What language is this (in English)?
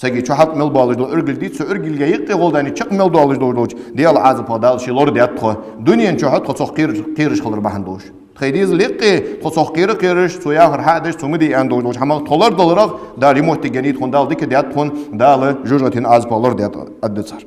Ingush